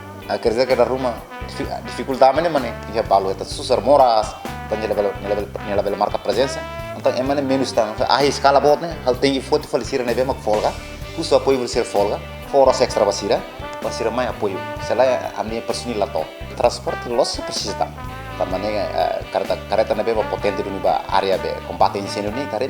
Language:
Tetum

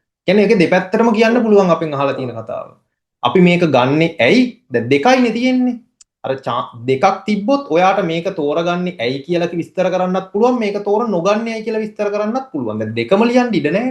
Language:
Sinhala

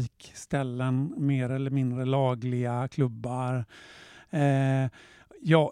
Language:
Swedish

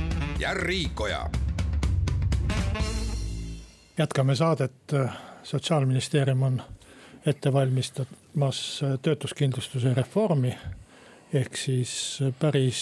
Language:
Estonian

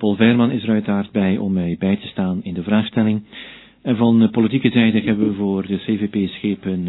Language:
Dutch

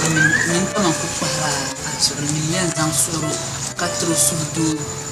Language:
Dagbani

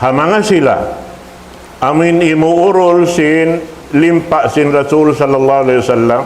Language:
Tausug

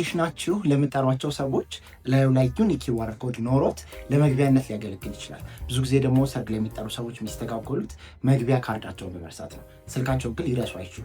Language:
Amharic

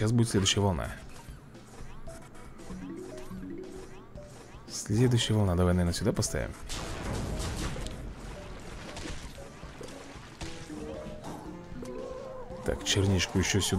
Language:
Russian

